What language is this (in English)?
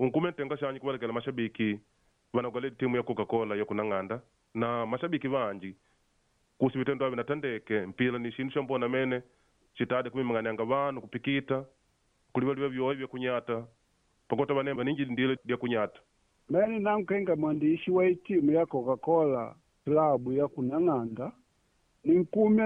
Makonde